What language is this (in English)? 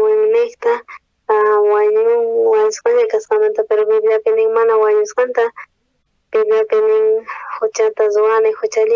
South Bolivian Quechua